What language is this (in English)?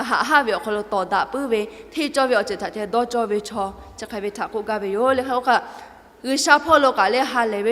Lahu